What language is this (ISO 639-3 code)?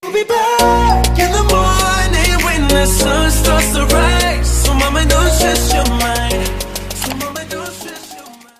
ace